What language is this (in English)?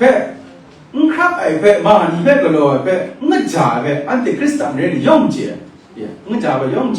Kachin